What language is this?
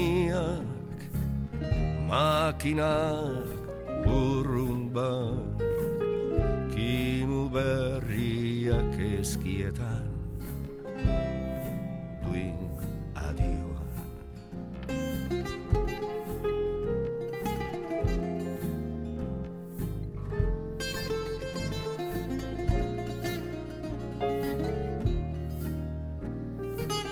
Basque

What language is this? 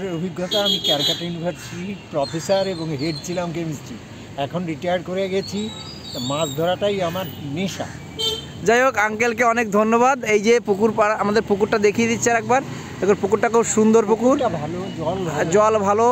Bangla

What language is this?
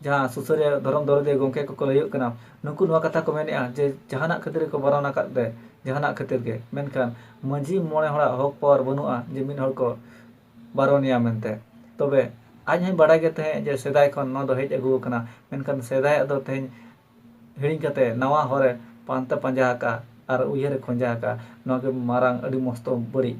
Santali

